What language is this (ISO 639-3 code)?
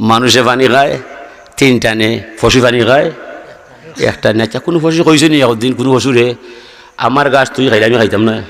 syl